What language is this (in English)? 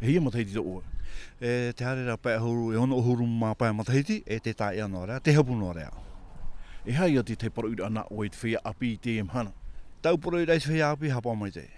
Tahitian